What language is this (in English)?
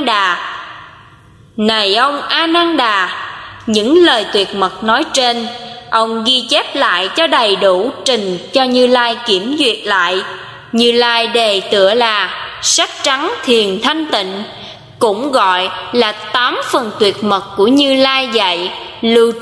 Vietnamese